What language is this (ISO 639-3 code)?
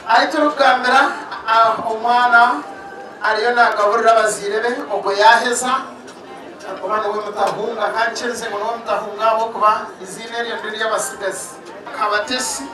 nyn